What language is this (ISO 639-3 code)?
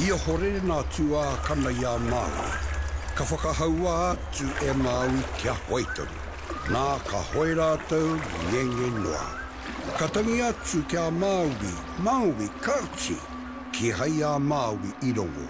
mri